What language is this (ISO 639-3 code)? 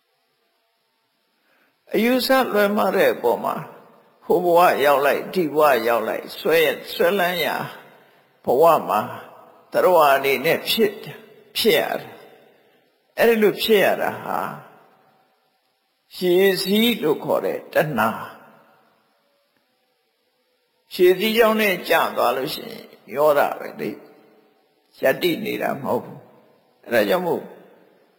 mya